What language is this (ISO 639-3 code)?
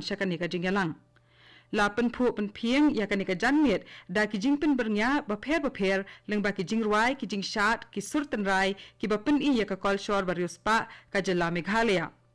kha